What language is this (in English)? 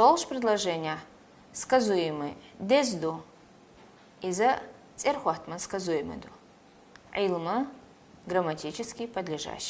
Chechen